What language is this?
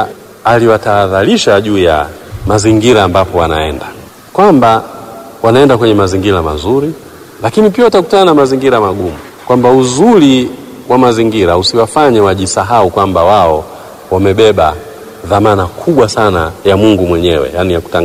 Swahili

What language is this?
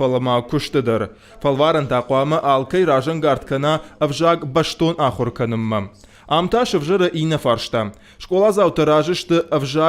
Ossetic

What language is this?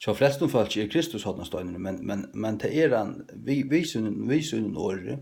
Faroese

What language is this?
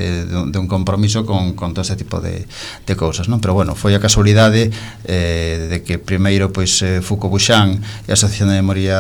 Galician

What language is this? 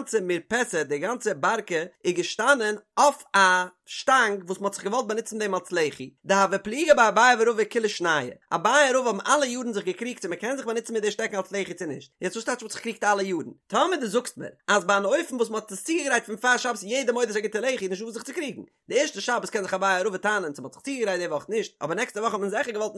Yiddish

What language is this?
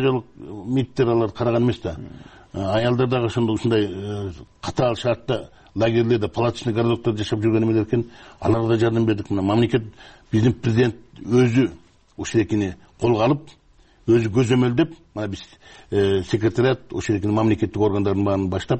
Kyrgyz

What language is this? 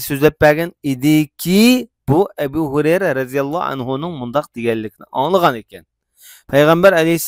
Uyghur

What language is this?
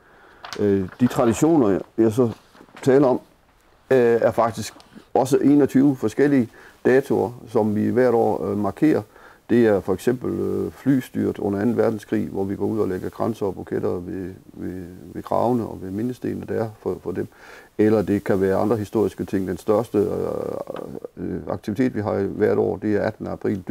Danish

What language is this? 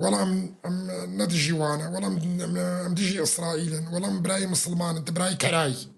Kurdish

